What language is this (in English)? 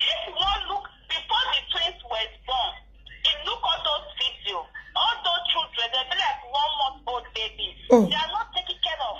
Nigerian Pidgin